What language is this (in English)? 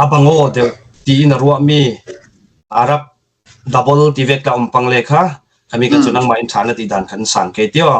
Falam Chin